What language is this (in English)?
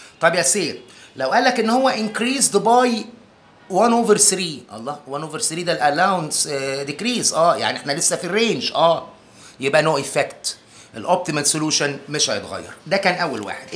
Egyptian Arabic